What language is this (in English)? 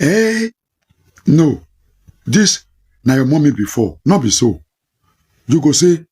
Nigerian Pidgin